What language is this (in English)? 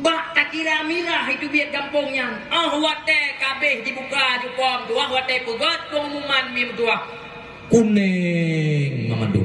Achinese